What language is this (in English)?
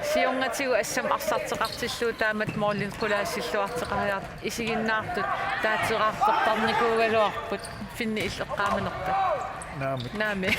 Kalaallisut